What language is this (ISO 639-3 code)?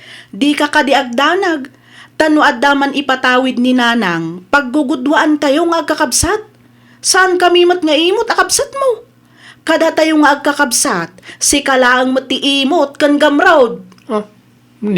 ilo